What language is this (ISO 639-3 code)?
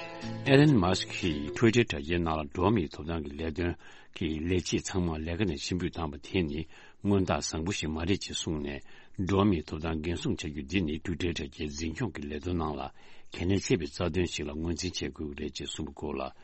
bod